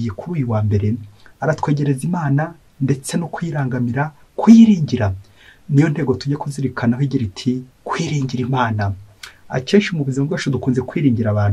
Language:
Kinyarwanda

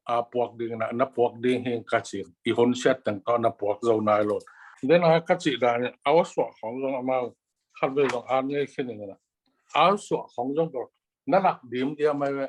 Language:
Tedim Chin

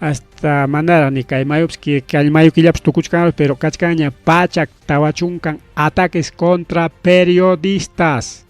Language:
Ayacucho Quechua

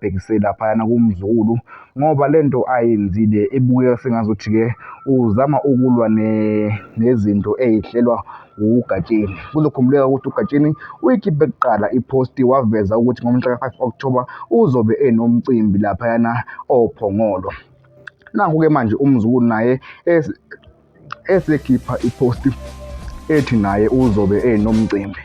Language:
Zulu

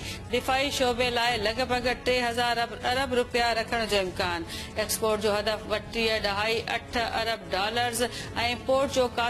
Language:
Sindhi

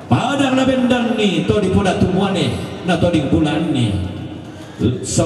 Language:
Toraja-Sa'dan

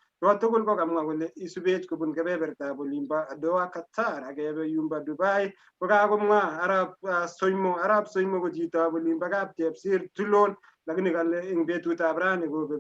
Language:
Kalenjin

